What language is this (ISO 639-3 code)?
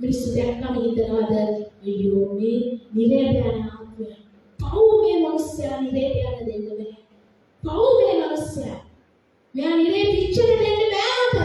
sin